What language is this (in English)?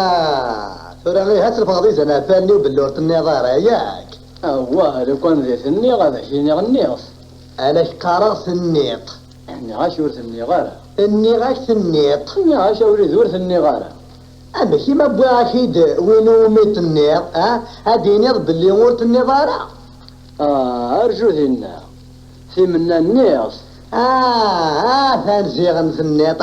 Kabyle